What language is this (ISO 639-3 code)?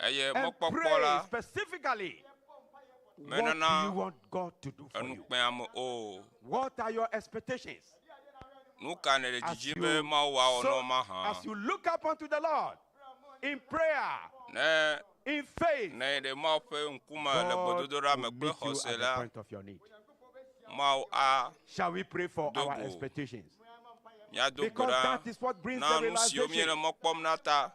ewe